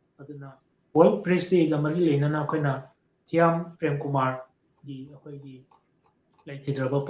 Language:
Manipuri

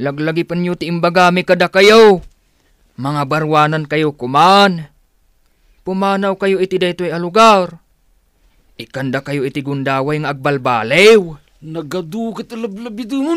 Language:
Iloko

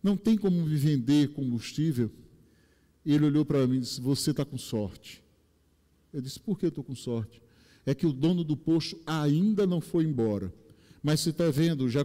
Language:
Portuguese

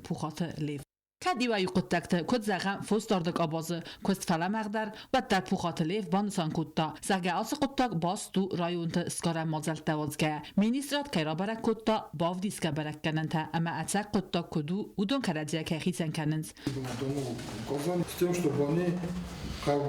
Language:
Ossetic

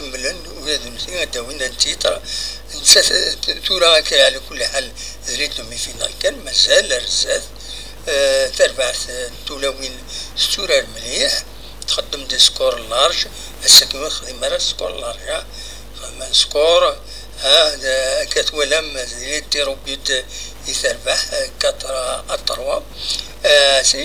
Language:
Kabyle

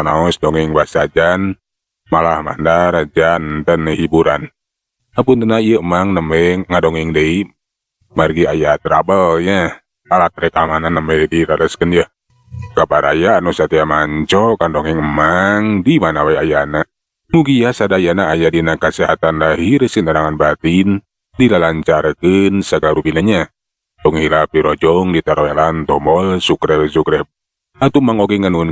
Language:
Sundanese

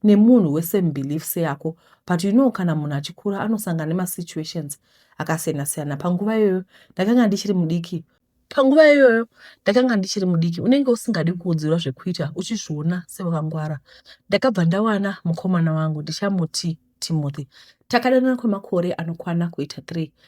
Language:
Shona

